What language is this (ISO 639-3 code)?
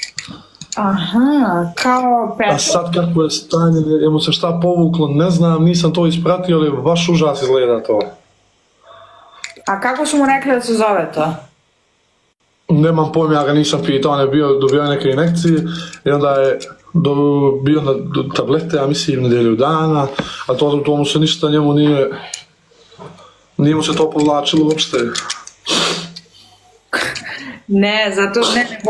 srp